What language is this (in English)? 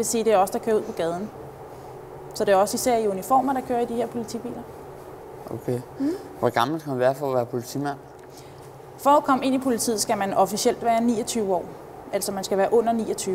Danish